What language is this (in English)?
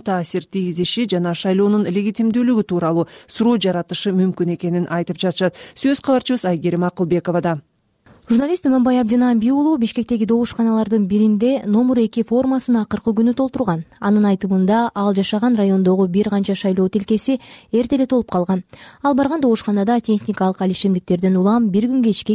Kyrgyz